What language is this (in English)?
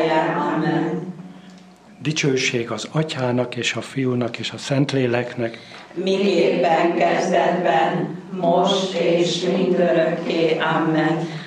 Hungarian